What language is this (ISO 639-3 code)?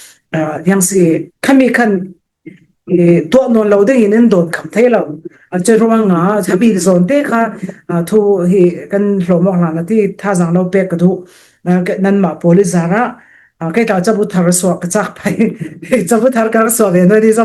cfm